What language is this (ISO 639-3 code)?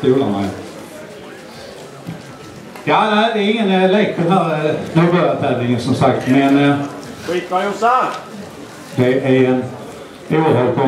swe